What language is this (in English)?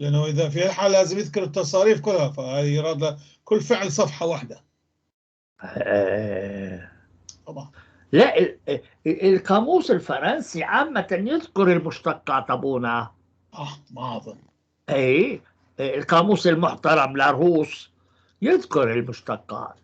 North Levantine Arabic